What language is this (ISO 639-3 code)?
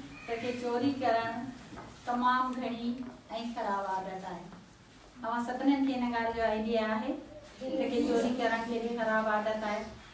snd